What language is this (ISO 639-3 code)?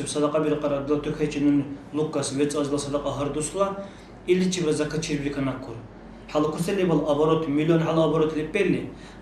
dar